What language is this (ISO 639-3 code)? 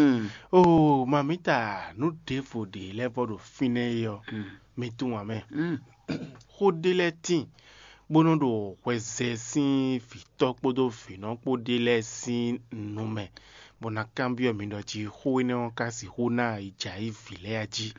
fon